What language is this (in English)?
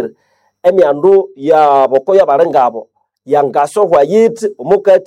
Nande